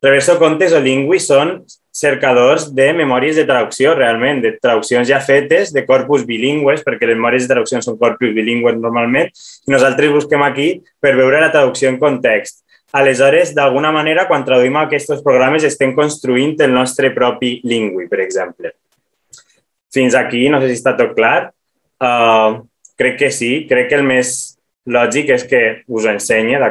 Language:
Catalan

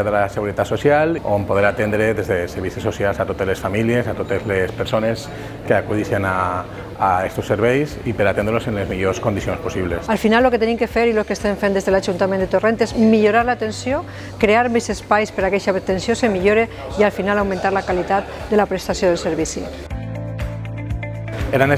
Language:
Catalan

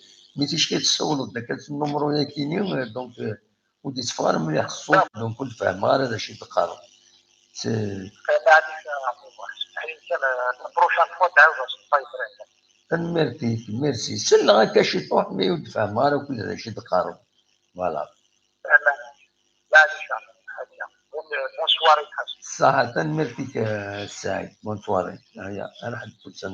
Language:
Kabyle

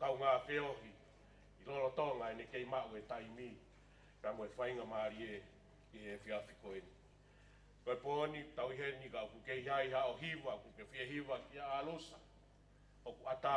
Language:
Tongan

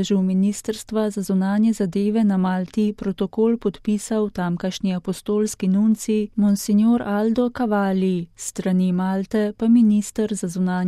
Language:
Slovenian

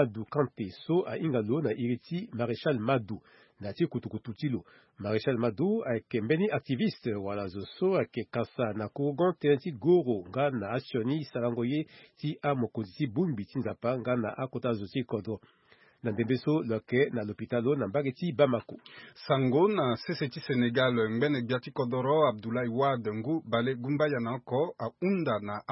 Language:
Sango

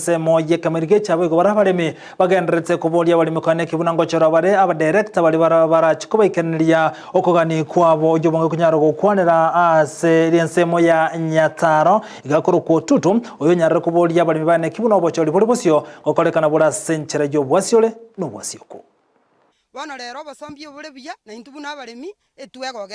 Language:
Gusii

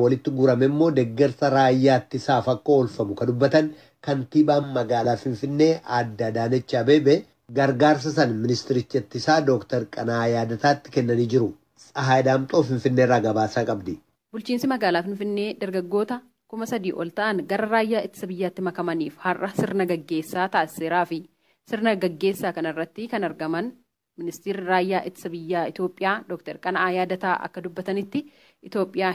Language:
Oromo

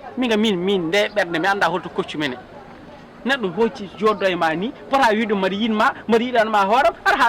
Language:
Fula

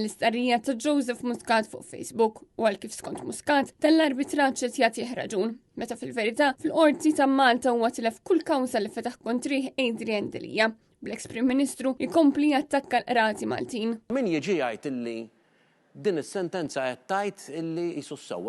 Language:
Maltese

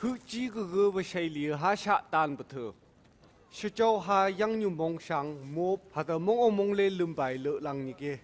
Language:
Phom Naga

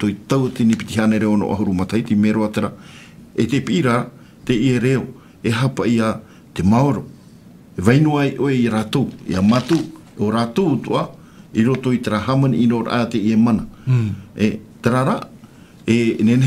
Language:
Tahitian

